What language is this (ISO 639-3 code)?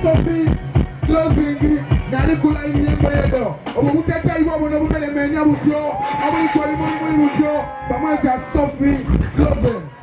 xog